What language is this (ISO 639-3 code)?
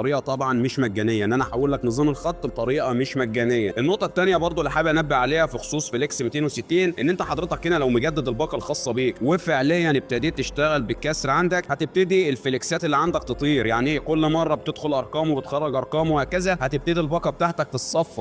arz